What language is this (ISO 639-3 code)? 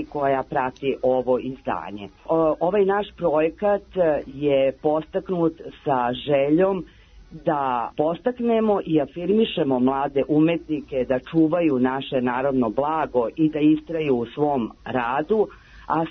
srp